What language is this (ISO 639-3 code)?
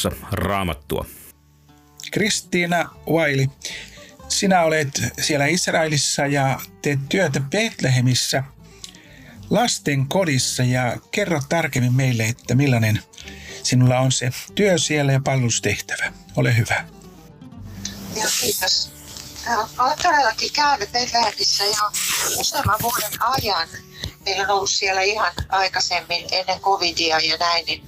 fin